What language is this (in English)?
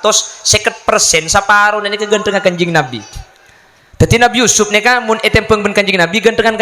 Madurese